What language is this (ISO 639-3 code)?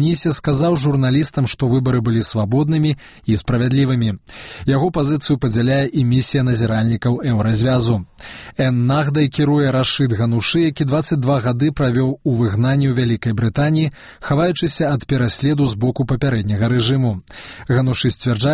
bel